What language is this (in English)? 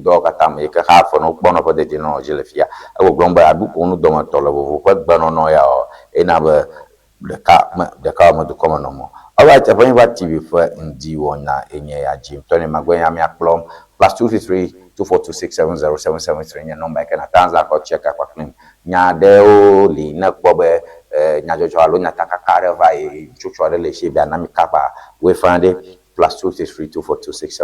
Ewe